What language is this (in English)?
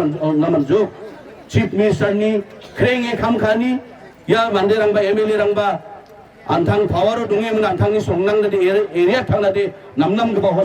Garo